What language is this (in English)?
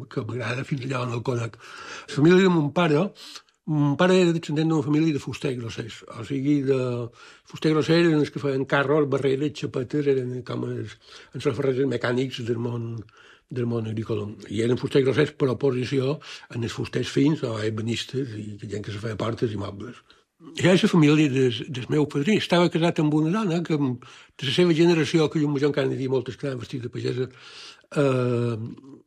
Catalan